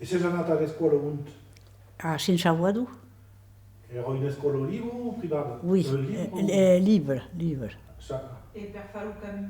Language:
Occitan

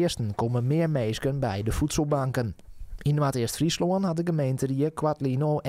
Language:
Western Frisian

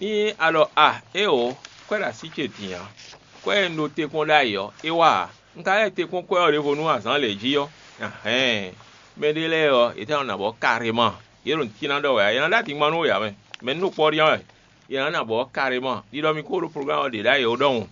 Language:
Fon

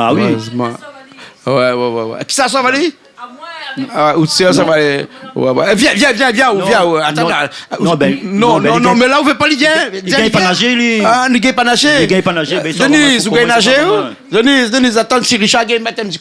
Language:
Réunion Creole French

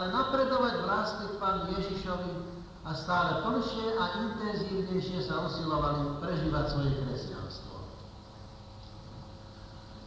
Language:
Slovak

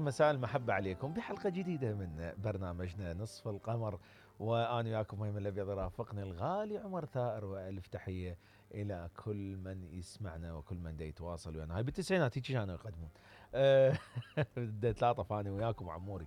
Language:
Mesopotamian Arabic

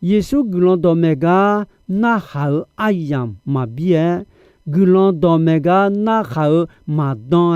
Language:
Akha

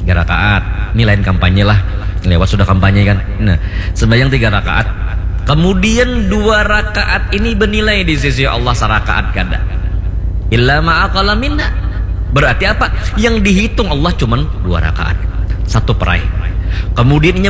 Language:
Banjar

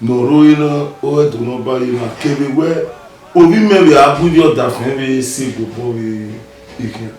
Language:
Bini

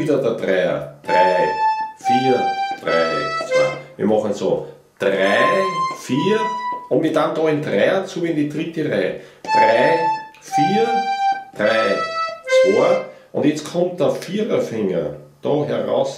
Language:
Bavarian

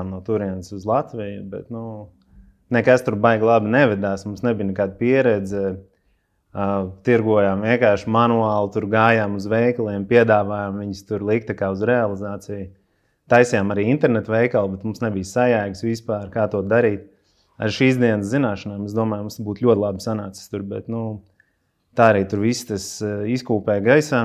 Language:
Latvian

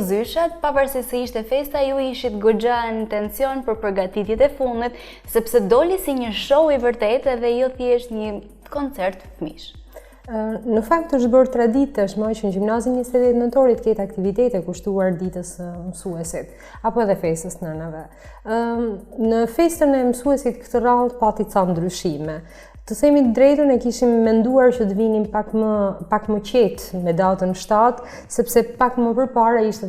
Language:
Albanian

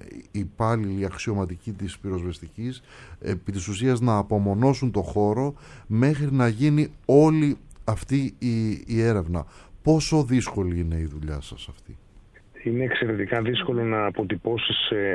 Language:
Greek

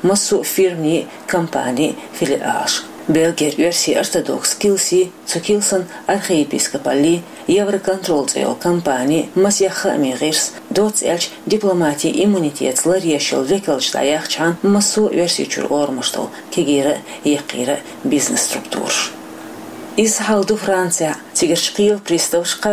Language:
Chechen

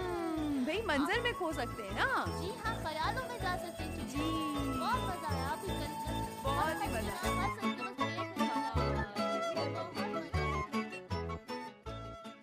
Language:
Hindi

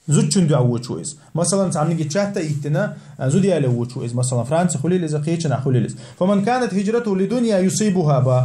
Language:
Chechen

